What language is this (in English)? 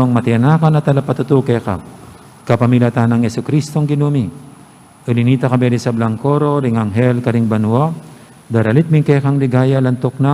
Pampanga